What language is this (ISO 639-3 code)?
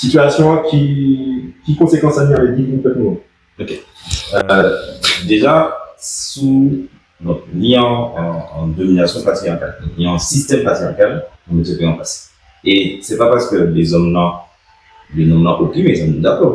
gcf